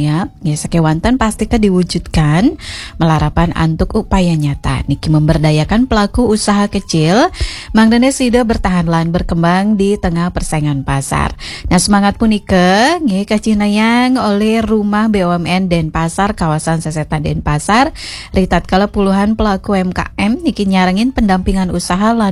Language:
Balinese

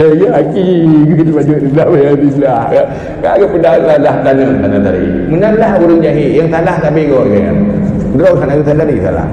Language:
Achinese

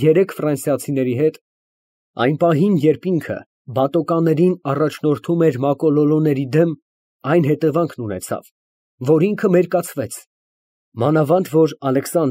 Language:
Armenian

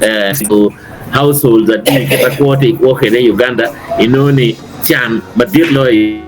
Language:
Acoli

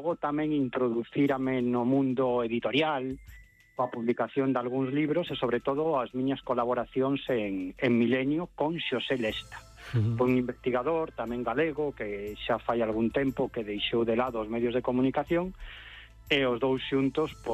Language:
Galician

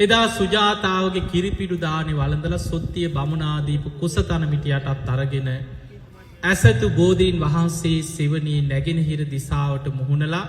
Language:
Sinhala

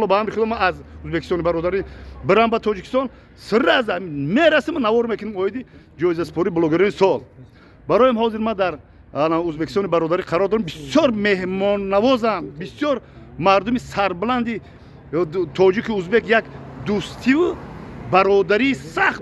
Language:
Tajik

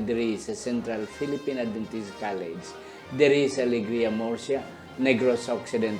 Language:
Hiligaynon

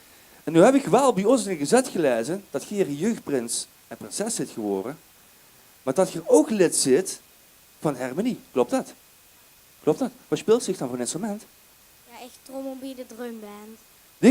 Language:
Limburgish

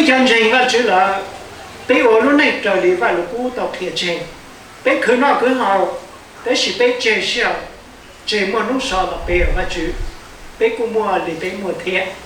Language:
Hmong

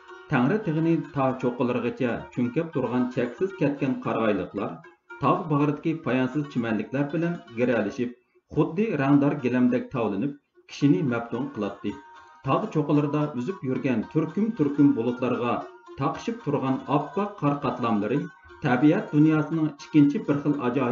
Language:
Uyghur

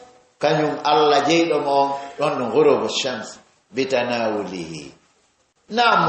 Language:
Fula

